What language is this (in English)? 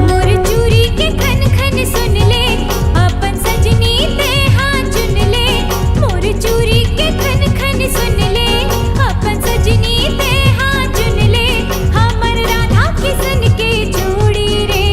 Chhattisgarhi